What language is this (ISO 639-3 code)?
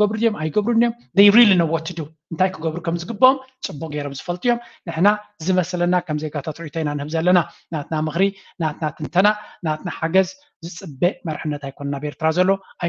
tir